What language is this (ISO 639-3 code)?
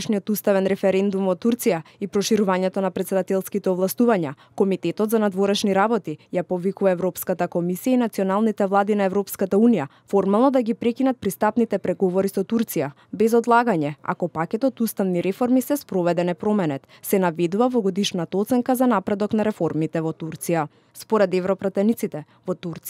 mkd